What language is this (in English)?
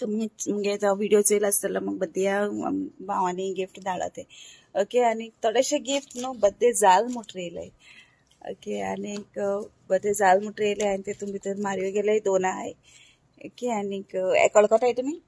Konkani